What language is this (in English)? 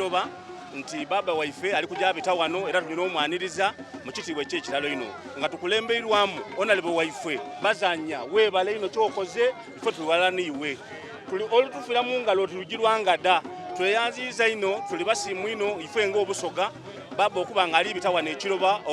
Soga